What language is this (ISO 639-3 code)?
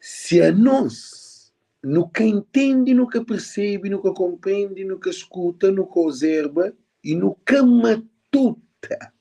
kea